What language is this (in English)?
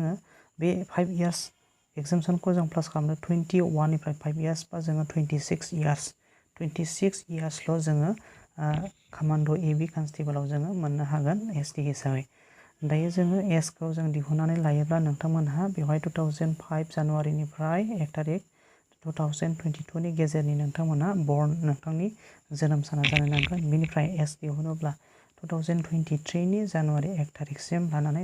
Bodo